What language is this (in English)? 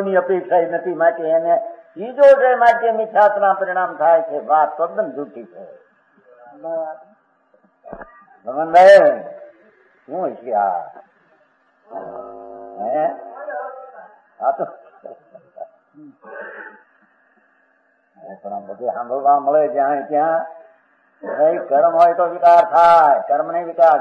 Gujarati